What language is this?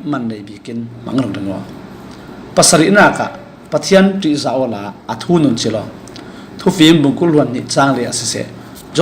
Falam Chin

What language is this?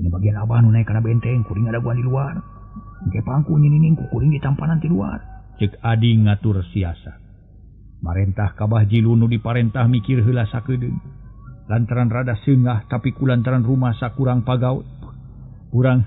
Sundanese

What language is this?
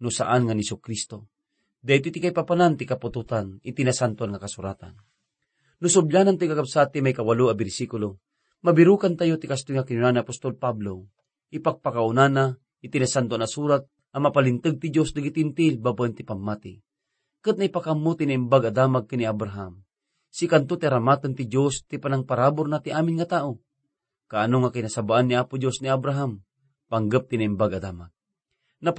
Iloko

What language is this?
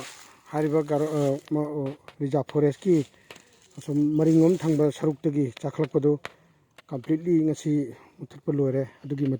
Manipuri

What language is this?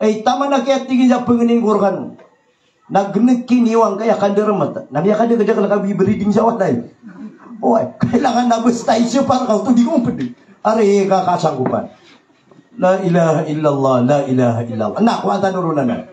Maranao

